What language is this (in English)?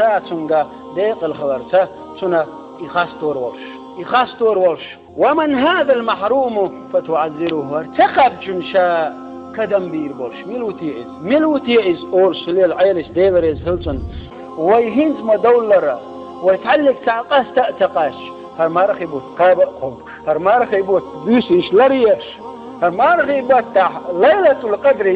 Chechen